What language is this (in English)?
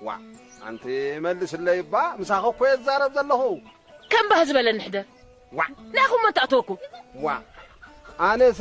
Tigrinya